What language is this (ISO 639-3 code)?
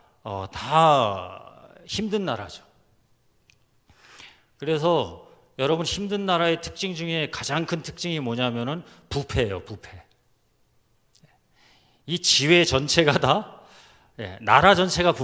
kor